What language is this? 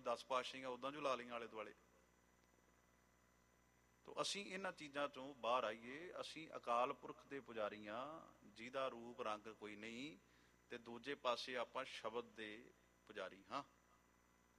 Punjabi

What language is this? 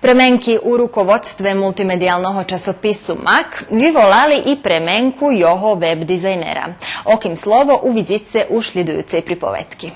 Rusyn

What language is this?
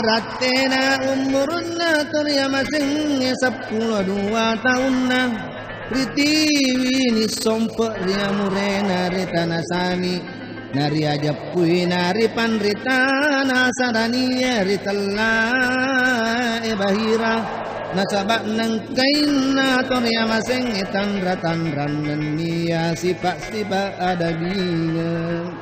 Buginese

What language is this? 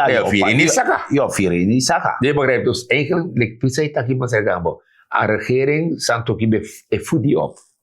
Sranan Tongo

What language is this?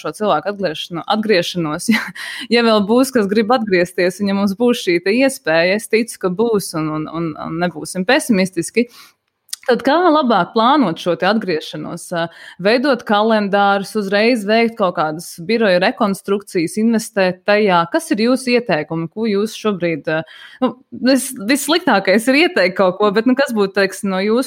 Latvian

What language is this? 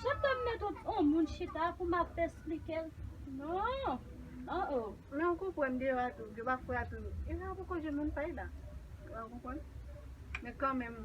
Haitian Creole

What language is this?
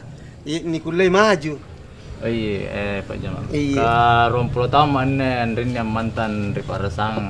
Makasar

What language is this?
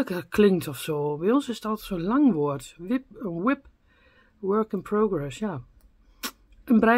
Dutch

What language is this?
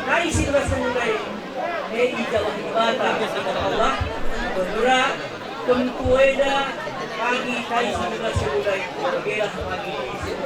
Batak Karo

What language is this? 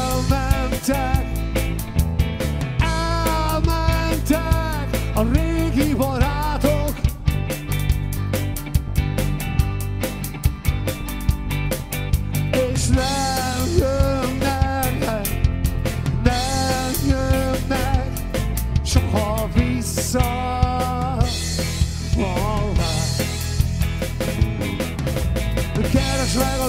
Hungarian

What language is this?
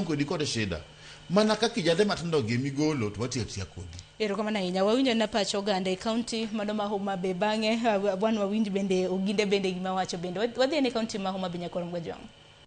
Luo (Kenya and Tanzania)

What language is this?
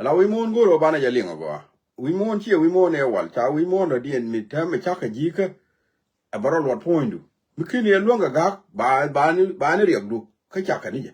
Nuer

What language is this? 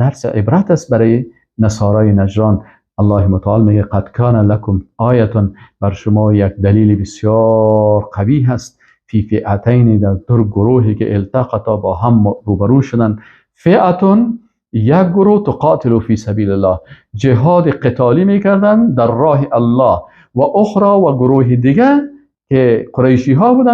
Persian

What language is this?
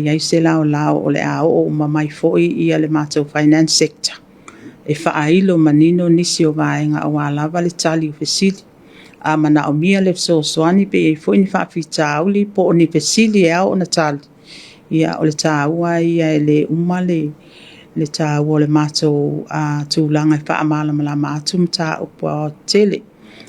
Samoan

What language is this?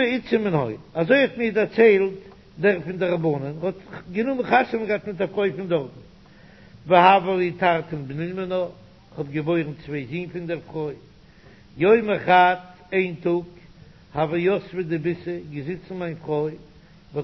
Yiddish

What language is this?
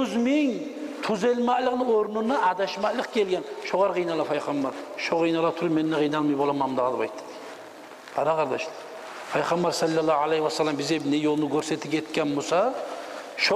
Kumyk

